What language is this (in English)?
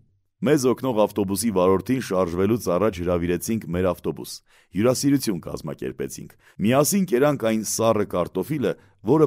Armenian